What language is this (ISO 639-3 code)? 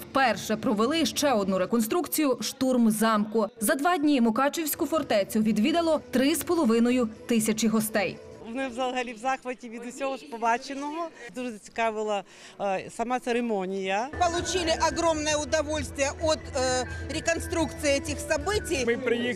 ukr